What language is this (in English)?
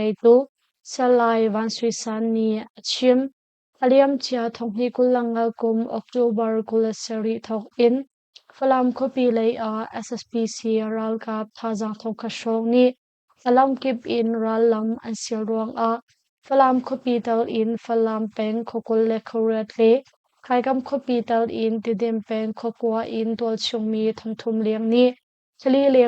Hakha Chin